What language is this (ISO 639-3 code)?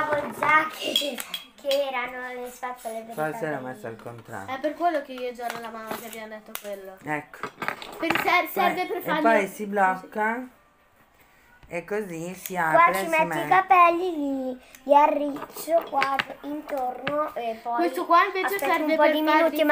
ita